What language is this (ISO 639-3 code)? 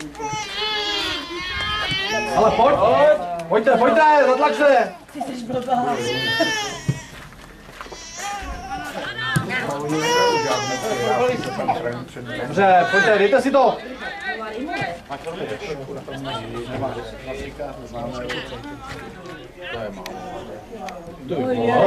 ces